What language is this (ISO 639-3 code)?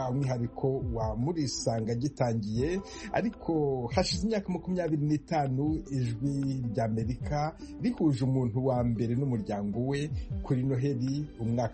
kin